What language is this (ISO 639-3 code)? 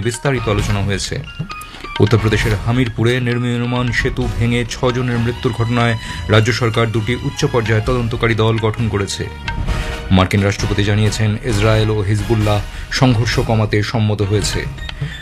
ben